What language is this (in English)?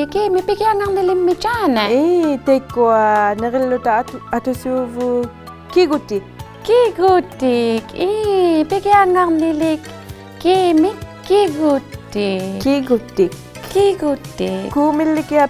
Inuktitut